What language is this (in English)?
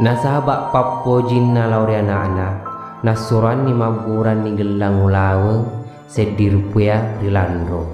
Buginese